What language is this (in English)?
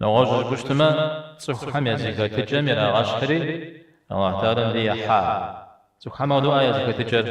Kabardian